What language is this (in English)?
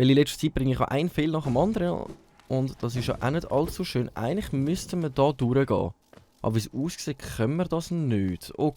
Swiss German